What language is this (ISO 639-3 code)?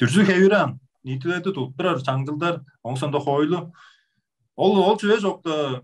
tyv